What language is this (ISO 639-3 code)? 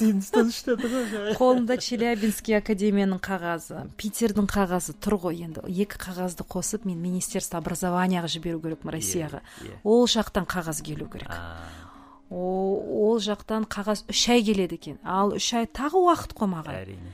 kaz